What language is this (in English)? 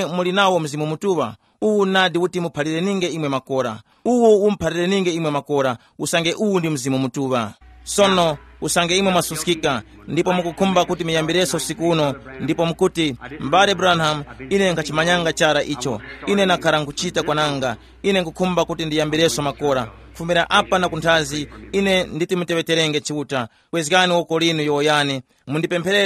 Tumbuka